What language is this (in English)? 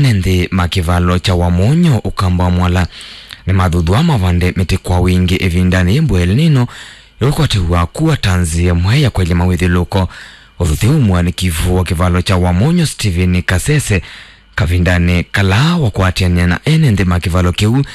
Kamba